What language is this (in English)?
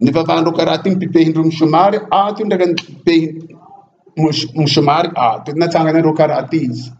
Bushi